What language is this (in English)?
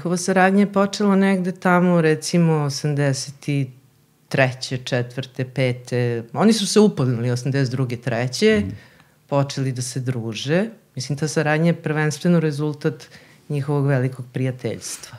Serbian